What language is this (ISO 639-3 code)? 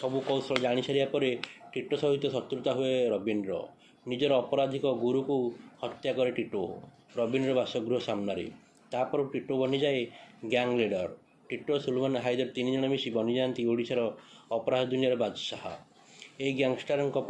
ori